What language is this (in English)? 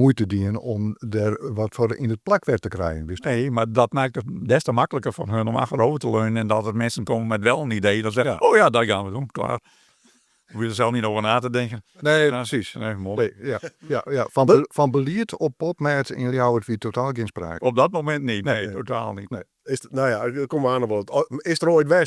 Western Frisian